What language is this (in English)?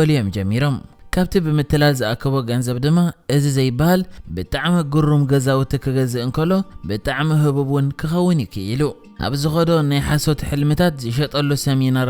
Tigrinya